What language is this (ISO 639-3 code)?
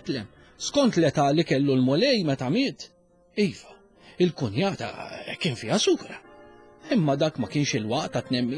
mlt